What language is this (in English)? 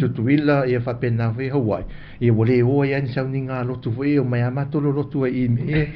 Samoan